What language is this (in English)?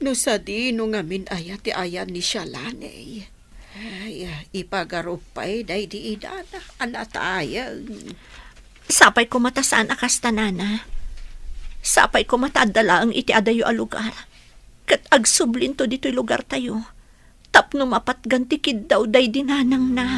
Iloko